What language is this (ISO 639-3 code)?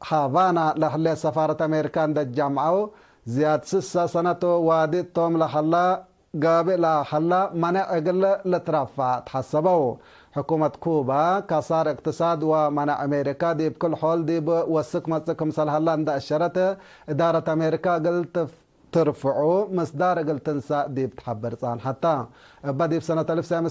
tig